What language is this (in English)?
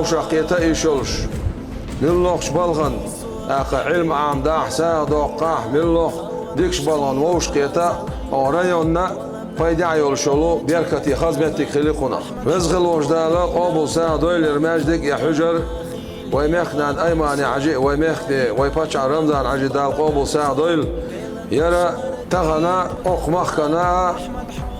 Chechen